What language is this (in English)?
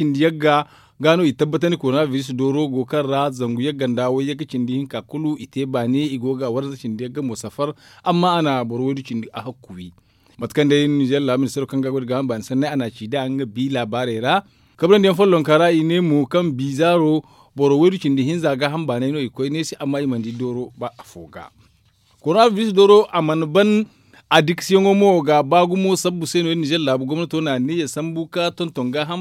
Zarma